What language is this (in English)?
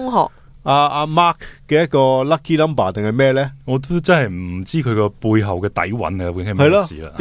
Cantonese